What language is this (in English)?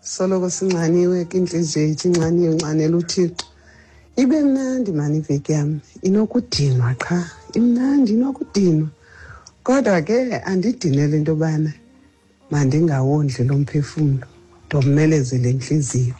Xhosa